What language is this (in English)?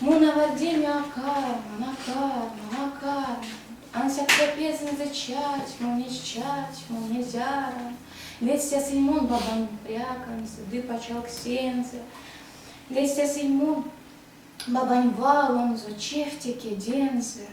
Erzya